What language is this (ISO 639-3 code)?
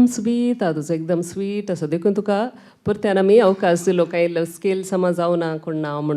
kok